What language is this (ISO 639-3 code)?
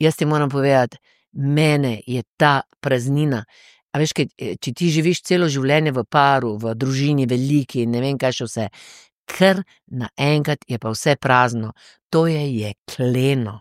slv